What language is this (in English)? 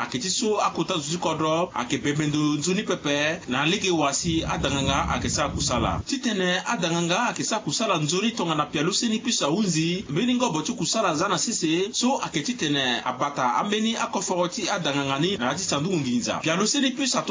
Sango